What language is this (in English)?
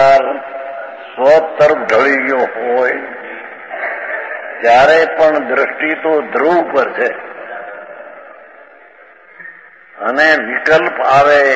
Gujarati